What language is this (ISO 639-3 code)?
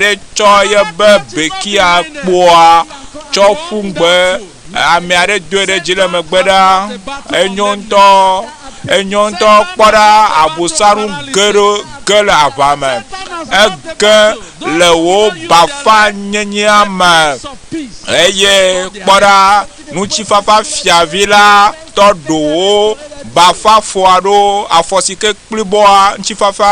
ewe